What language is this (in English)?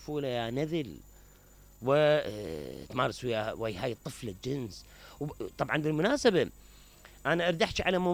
Mesopotamian Arabic